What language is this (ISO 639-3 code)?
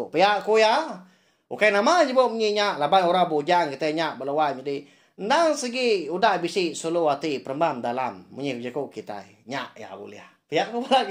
iba